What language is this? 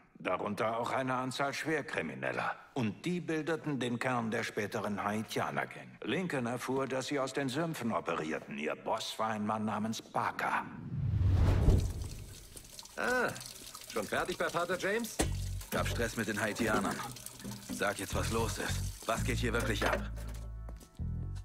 German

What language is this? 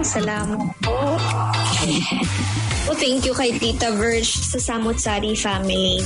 Filipino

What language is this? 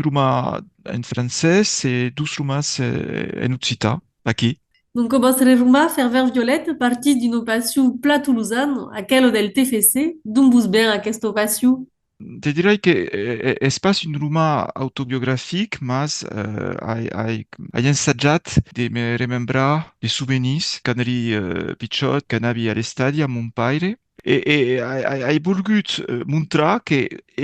Occitan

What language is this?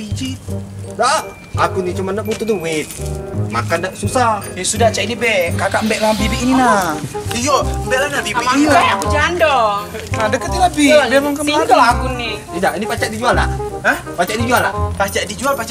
Musi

